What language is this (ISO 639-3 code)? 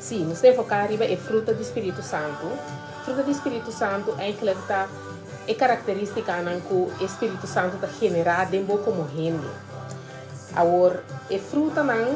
pap